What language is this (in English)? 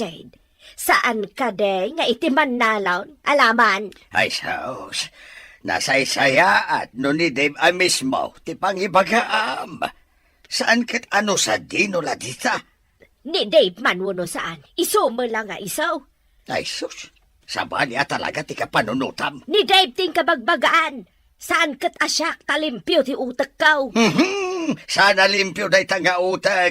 Iloko